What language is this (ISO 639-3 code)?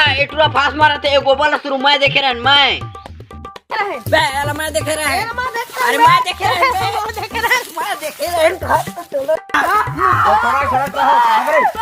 hne